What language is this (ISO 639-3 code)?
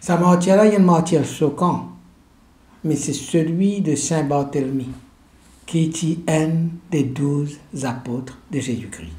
mfe